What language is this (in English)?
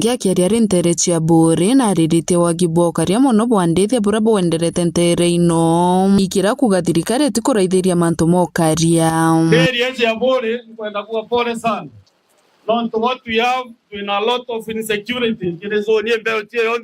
Meru